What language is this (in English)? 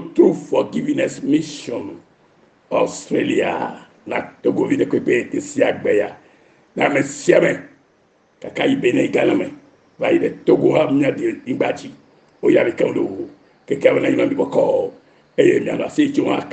Ewe